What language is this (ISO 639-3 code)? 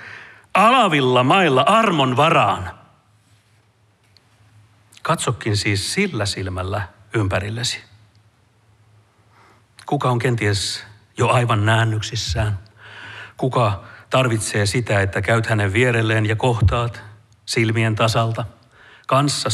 fin